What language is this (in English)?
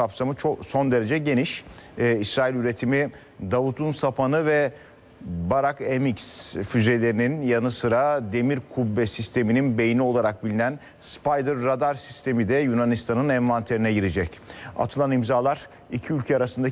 Turkish